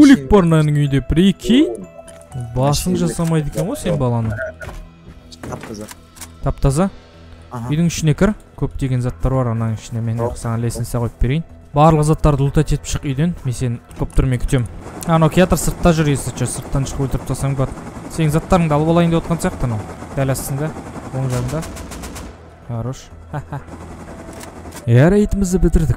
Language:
Kazakh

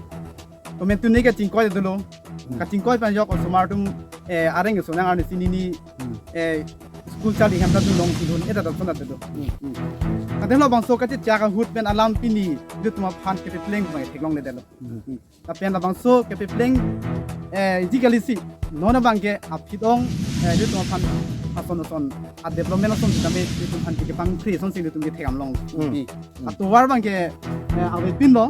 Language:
Karbi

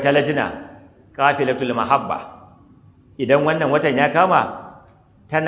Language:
Hausa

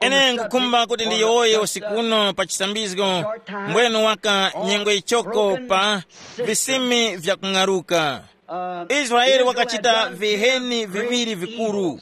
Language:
Tumbuka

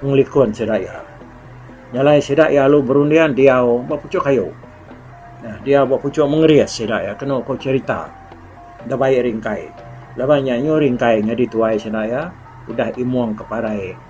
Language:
Iban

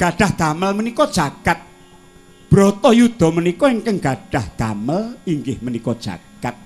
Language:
Javanese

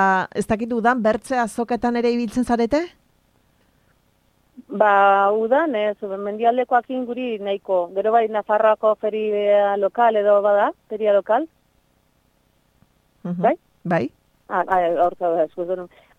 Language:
Basque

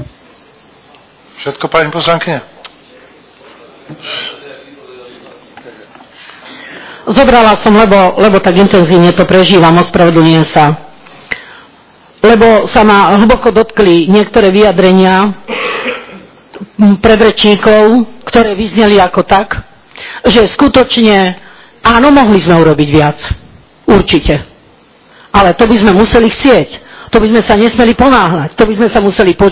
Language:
Slovak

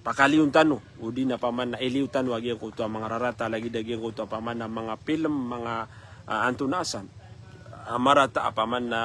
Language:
Maranao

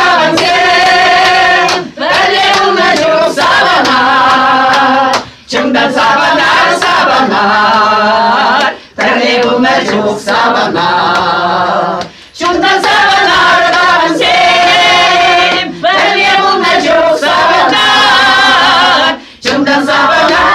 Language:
Chuvash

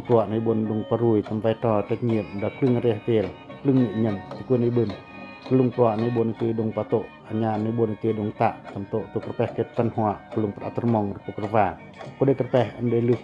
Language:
Pacoh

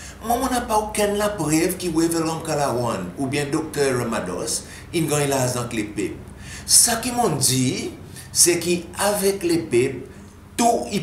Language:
Seselwa Creole French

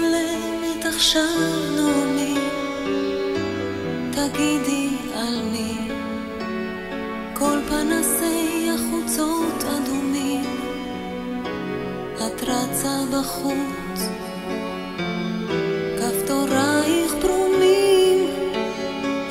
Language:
Hebrew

